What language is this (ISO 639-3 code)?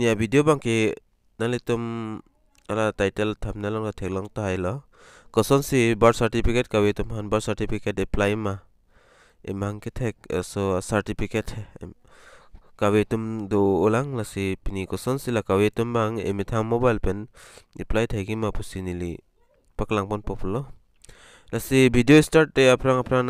mjw